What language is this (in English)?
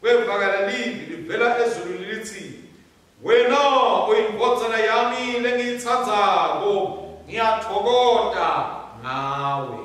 Swati